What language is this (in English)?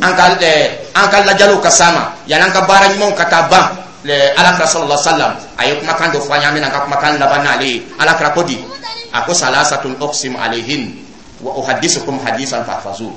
Dyula